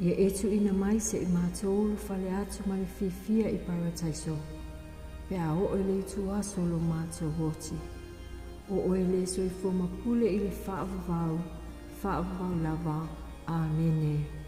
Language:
Samoan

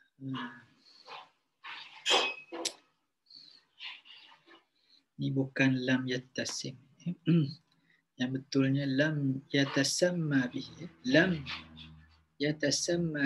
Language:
Malay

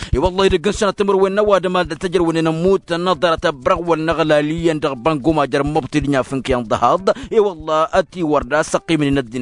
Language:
Tamasheq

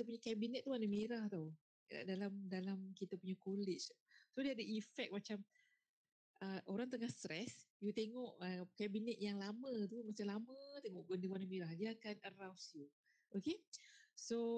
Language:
Malay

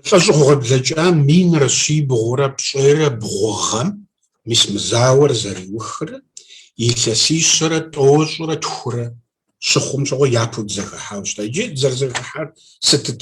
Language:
Kabardian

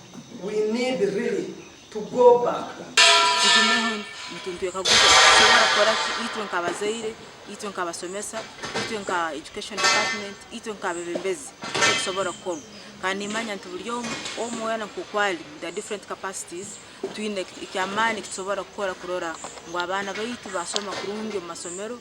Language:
Nyankole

